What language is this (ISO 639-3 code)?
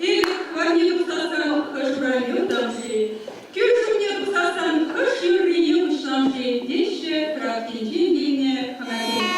chv